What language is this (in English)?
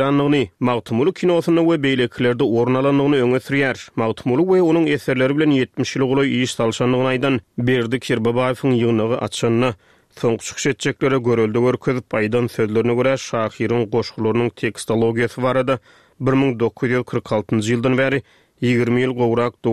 Turkmen